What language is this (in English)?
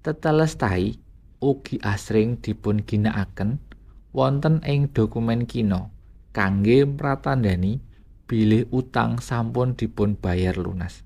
Javanese